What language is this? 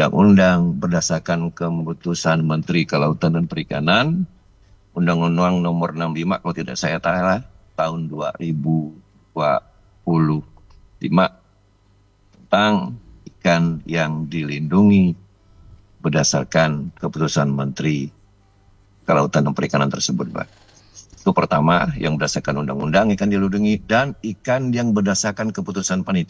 Indonesian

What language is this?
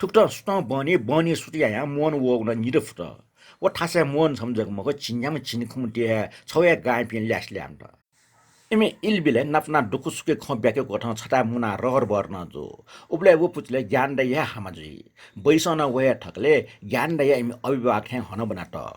Newari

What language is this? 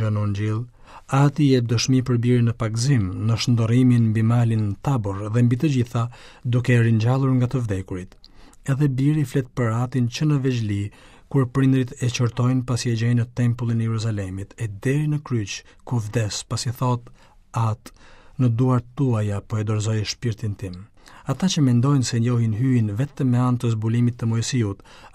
Albanian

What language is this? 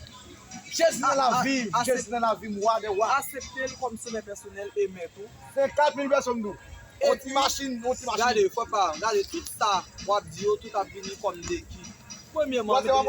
Haitian Creole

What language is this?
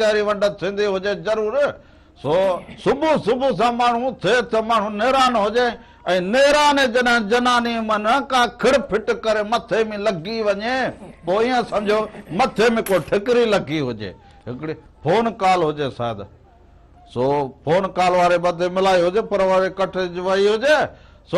Sindhi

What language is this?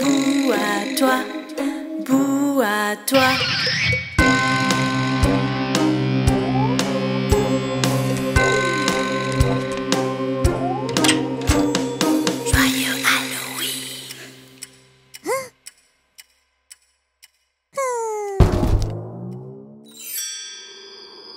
French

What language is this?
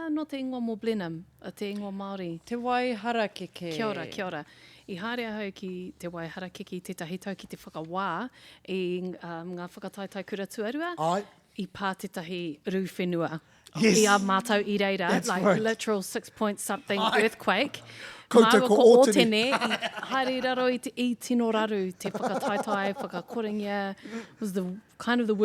Māori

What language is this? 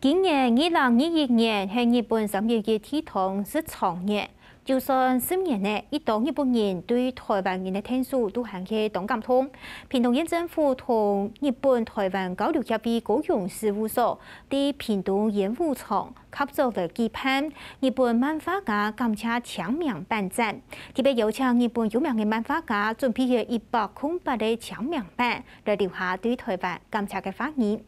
Hakka Chinese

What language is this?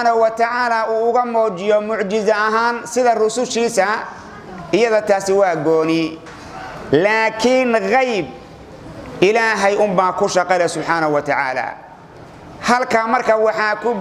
Somali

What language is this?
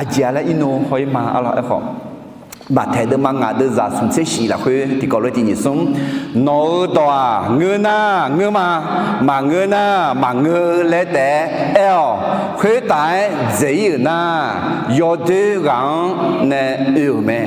Akha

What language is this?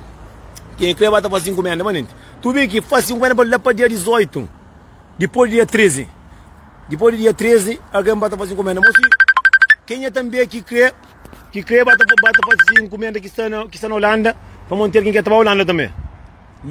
Kabuverdianu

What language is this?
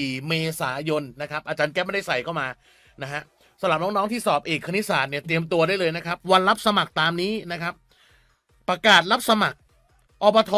Thai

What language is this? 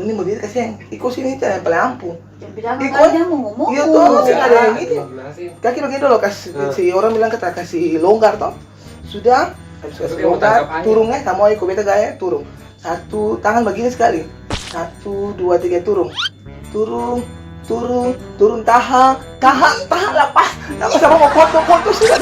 Ambonese Malay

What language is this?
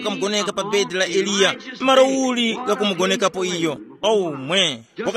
Tumbuka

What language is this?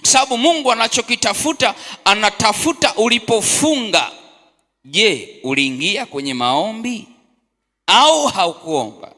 Swahili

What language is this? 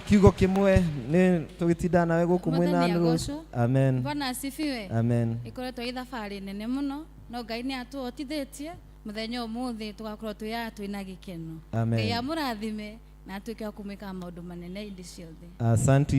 Kikuyu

